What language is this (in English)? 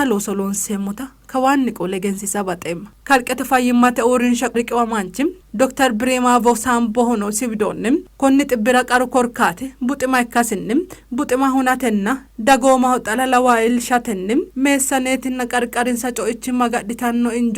Sidamo